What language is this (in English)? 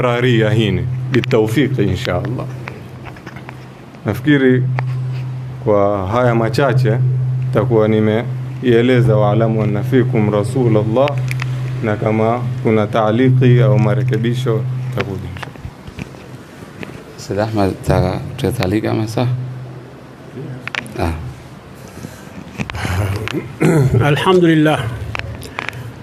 Swahili